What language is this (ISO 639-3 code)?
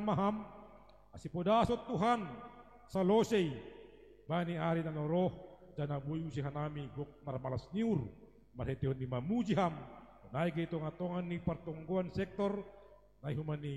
bts